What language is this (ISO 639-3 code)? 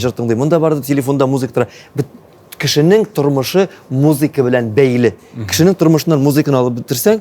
tat